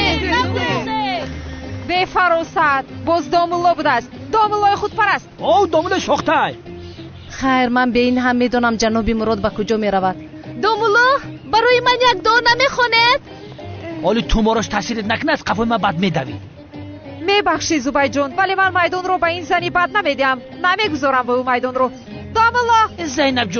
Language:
Tajik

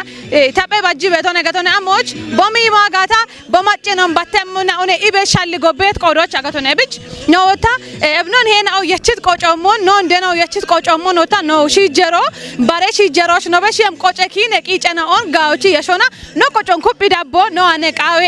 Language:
Kafa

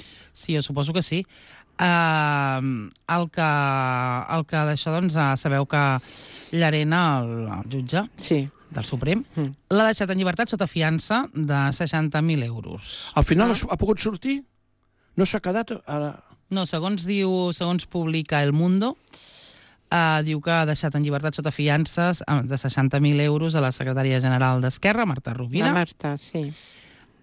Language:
Catalan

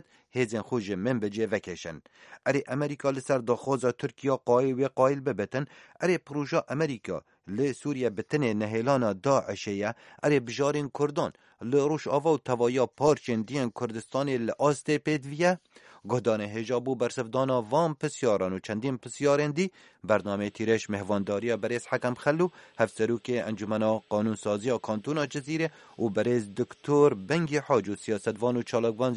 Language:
Kurdish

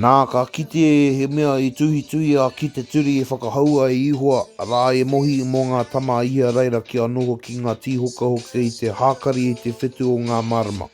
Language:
Māori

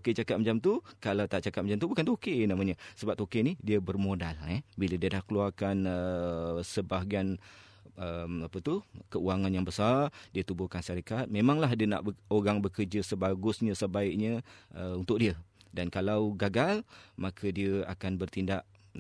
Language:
Malay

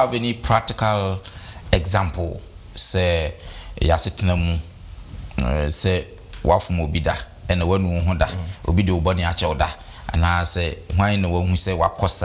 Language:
Akan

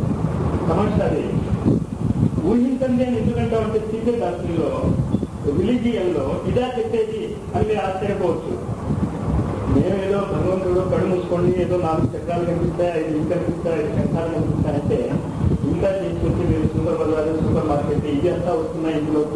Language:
Telugu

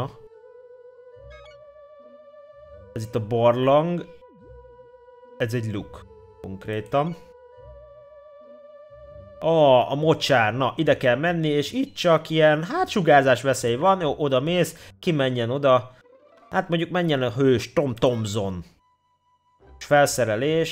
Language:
Hungarian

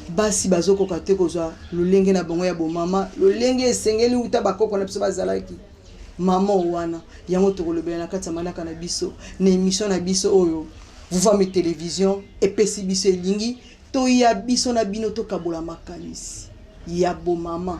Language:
Lingala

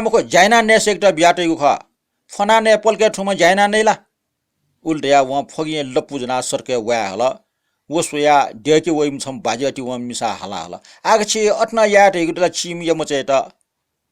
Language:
Newari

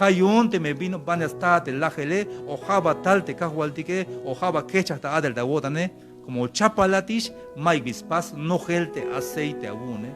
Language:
Tzeltal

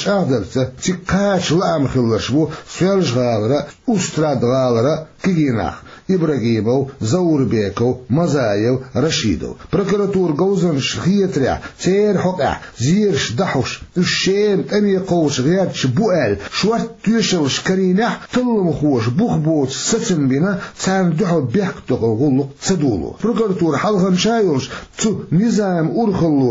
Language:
Chechen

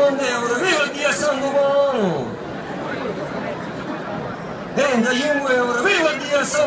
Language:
Italian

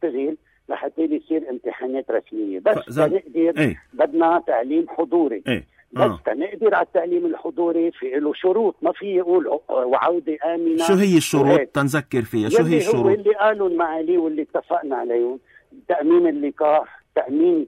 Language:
North Levantine Arabic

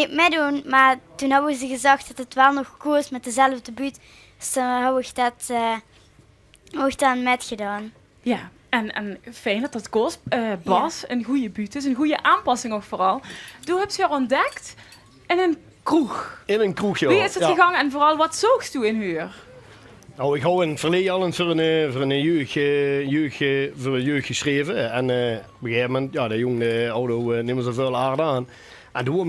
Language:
Limburgish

